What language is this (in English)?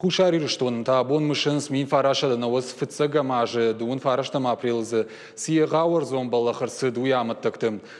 Ossetic